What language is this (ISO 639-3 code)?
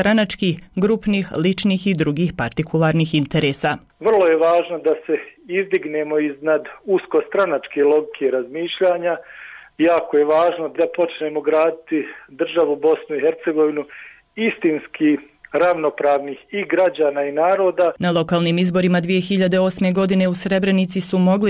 bos